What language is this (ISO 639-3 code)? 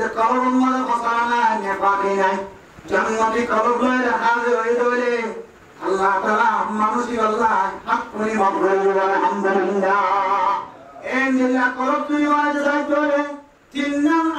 rhg